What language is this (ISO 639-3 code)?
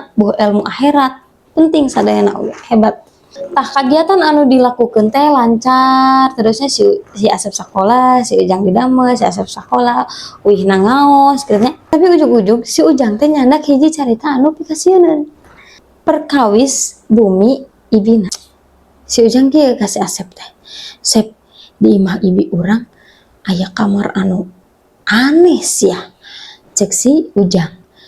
sun